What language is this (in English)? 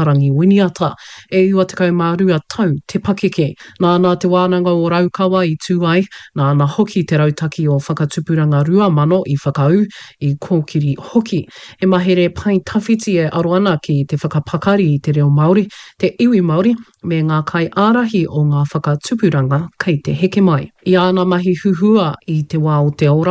Māori